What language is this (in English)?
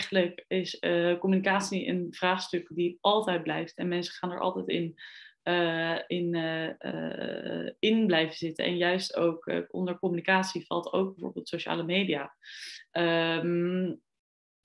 Dutch